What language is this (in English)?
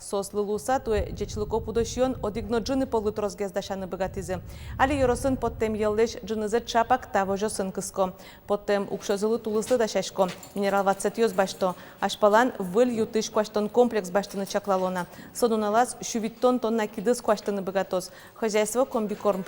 Udmurt